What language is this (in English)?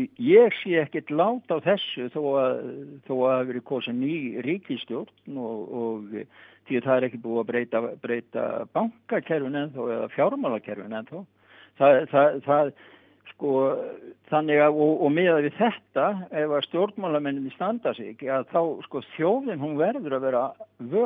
Icelandic